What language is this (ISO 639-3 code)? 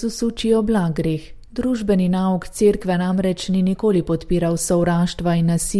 slv